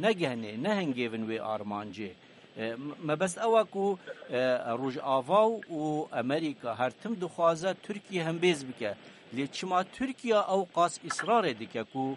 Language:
Kurdish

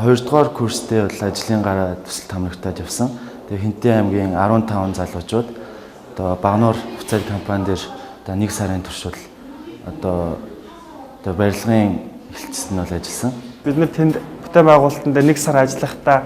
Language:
Mongolian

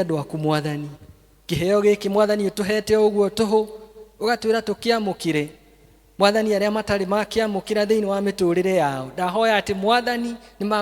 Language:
Kikuyu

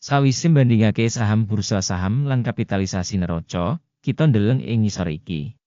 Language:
Javanese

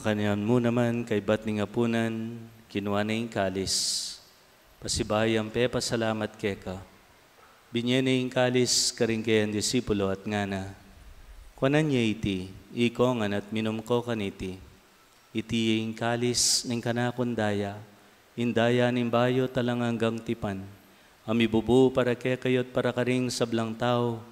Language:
Pampanga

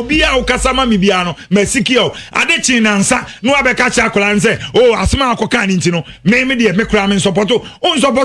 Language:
Akan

